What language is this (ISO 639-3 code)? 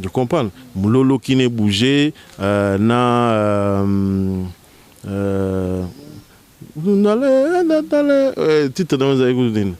lin